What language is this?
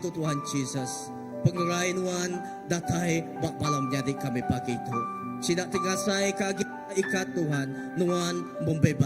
Iban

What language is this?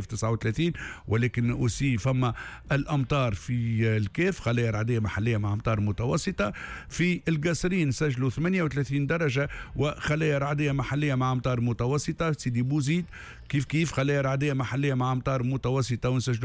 Tunisian Arabic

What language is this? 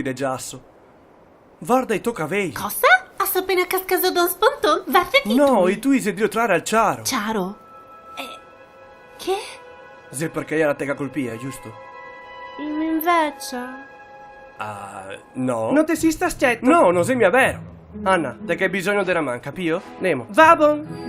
Venetian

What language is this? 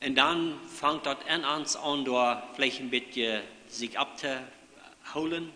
Plautdietsch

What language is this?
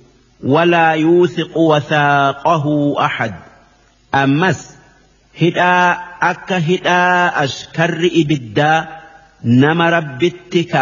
Oromo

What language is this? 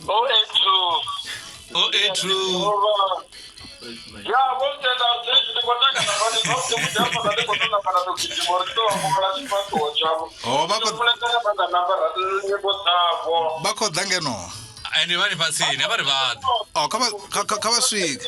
Venda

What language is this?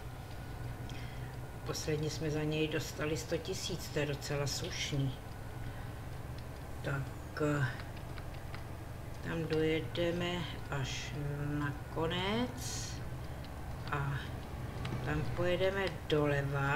Czech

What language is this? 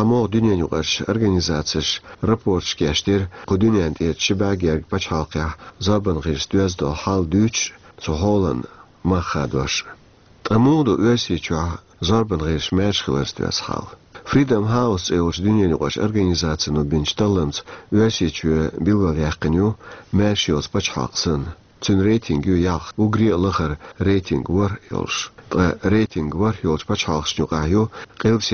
Chechen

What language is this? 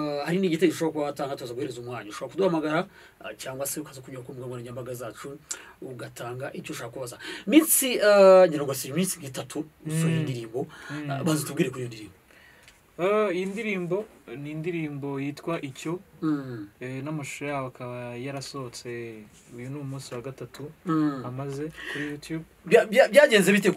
Kinyarwanda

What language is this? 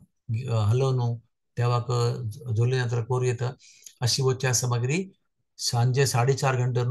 Konkani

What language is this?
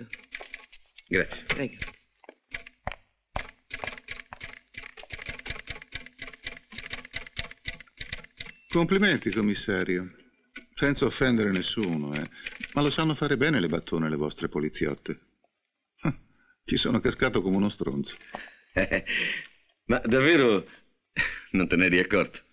Italian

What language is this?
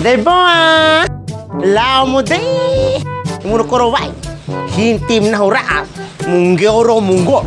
Bima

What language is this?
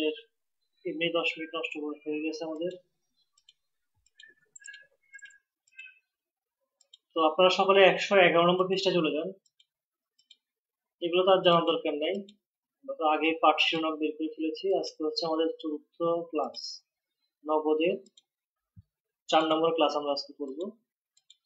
Bangla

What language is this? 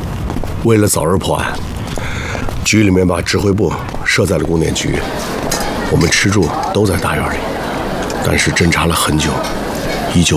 Chinese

